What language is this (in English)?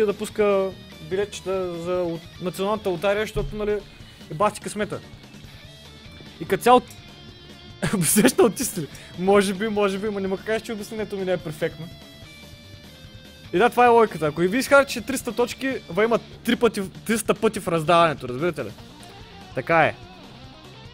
Bulgarian